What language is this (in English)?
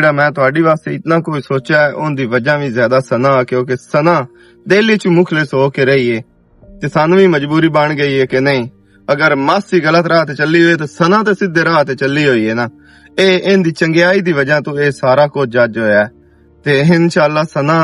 Western Panjabi